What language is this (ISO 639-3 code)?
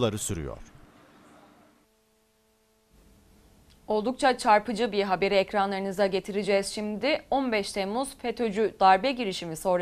tur